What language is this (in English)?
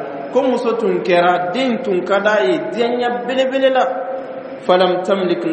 Dyula